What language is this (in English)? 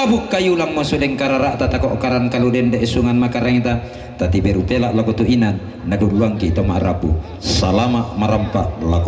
Toraja-Sa'dan